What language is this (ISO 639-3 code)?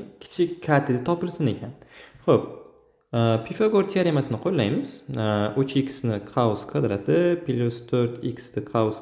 uzb